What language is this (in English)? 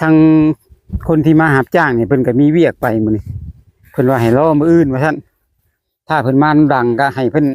Lao